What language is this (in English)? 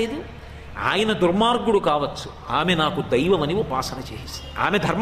Telugu